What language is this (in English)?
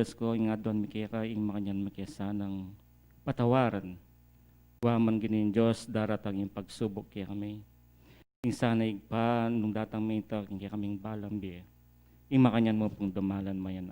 Pampanga